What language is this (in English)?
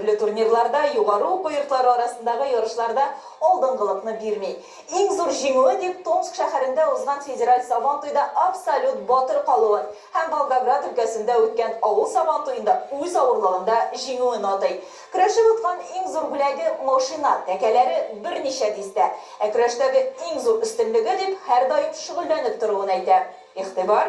Tatar